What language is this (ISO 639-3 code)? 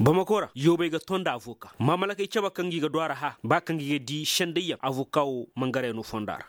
ses